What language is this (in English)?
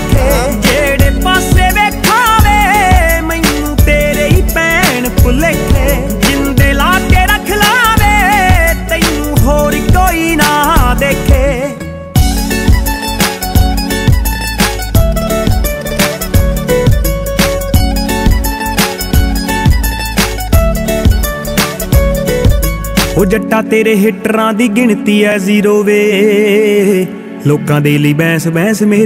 Punjabi